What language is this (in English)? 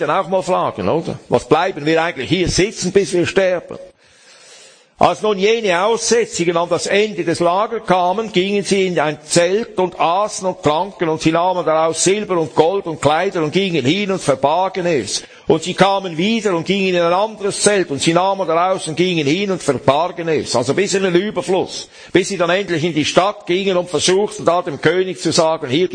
German